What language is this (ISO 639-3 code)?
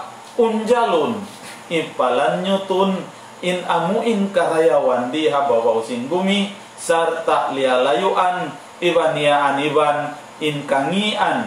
tsg